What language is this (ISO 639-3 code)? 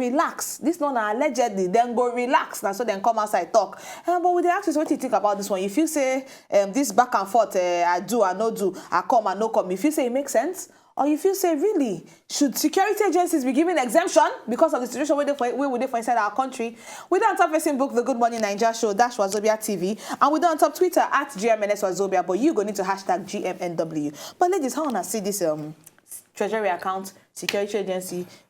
pcm